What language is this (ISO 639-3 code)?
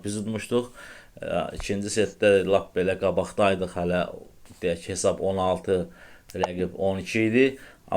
aze